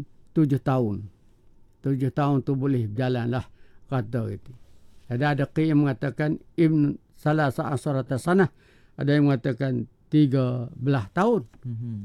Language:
Malay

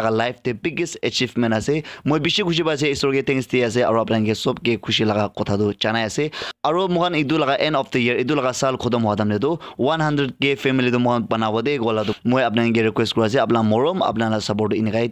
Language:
Naga Pidgin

